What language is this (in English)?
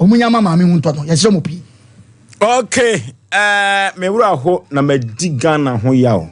Akan